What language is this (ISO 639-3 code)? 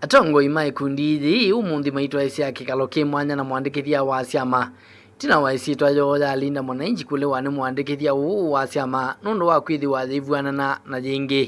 kam